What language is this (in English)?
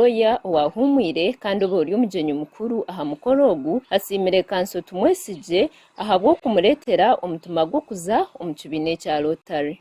Nyankole